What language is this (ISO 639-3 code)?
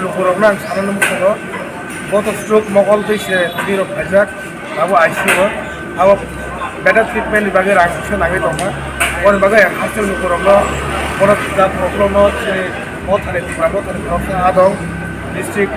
trp